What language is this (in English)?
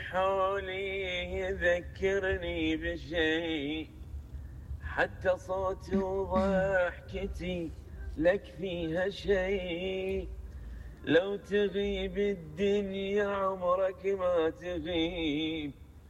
Mesopotamian Arabic